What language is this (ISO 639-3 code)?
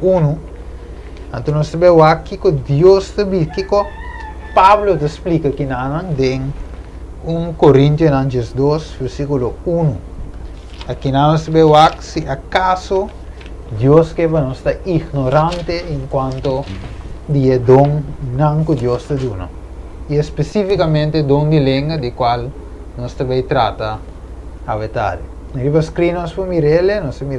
pap